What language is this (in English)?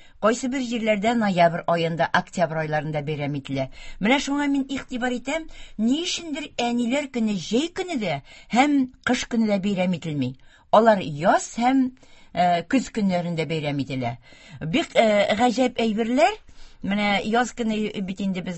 Tatar